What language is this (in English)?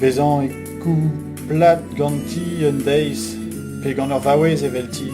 Breton